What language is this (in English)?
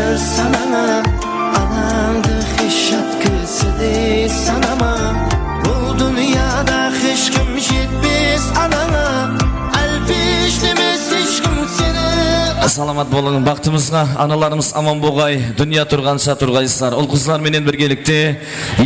Kara-Kalpak